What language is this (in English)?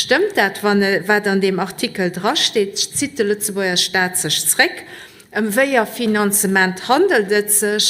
Luxembourgish